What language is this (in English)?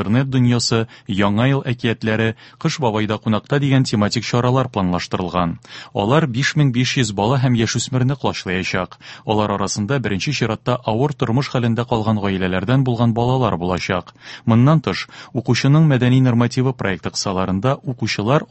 Tatar